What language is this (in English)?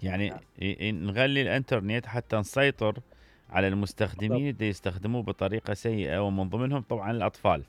Mesopotamian Arabic